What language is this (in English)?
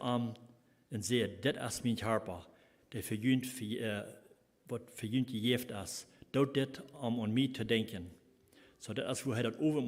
Plautdietsch